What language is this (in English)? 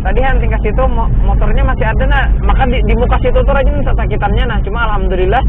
Banjar